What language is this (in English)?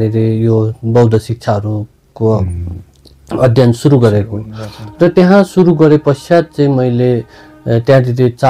Nepali